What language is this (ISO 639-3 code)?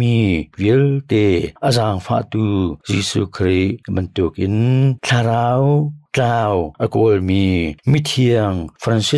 cnh